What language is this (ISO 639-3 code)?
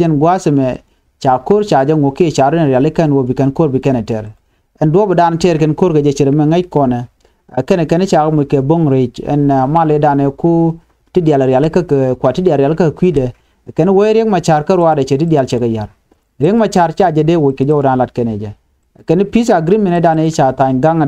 nus